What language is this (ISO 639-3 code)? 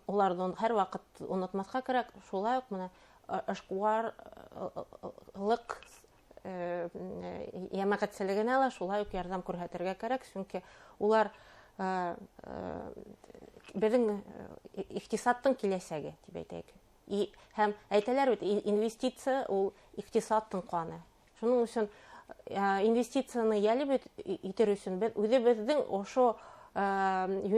bak